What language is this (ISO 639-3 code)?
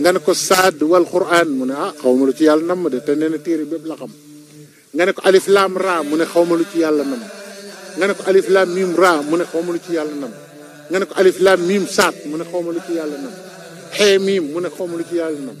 wol